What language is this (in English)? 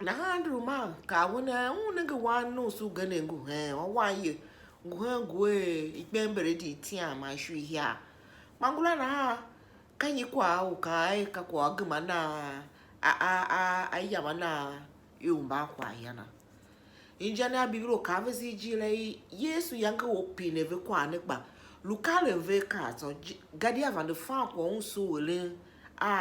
Tiv